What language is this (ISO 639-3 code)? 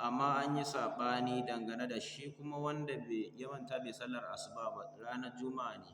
hau